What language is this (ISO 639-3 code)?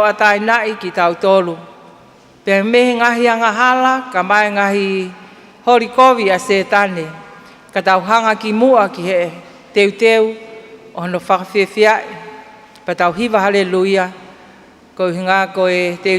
ton